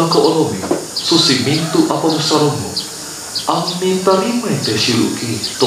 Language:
Toraja-Sa'dan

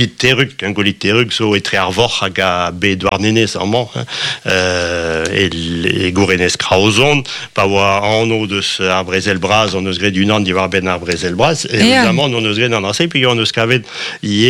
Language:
Breton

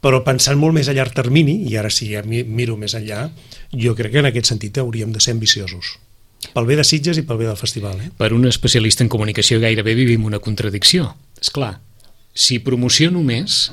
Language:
Catalan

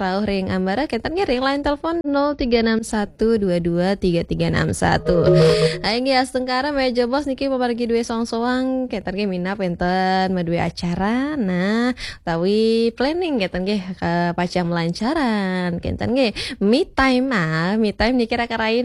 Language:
Balinese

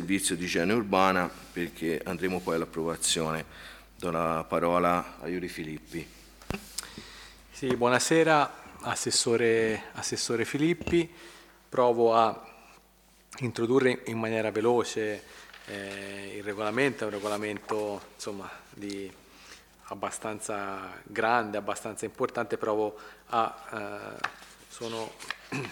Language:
Italian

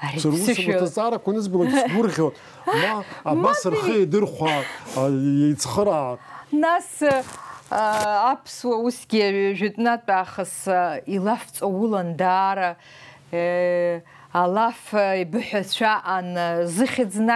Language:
Abkhazian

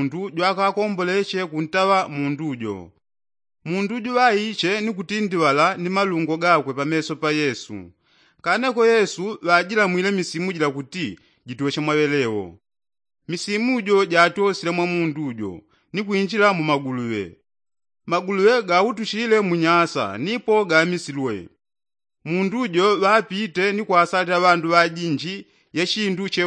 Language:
Yao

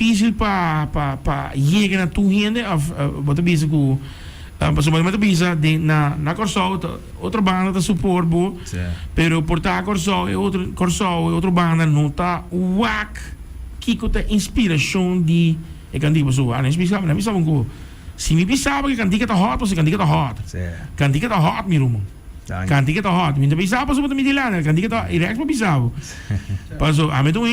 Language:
Papiamento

